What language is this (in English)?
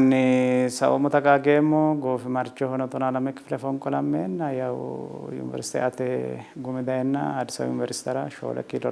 Sidamo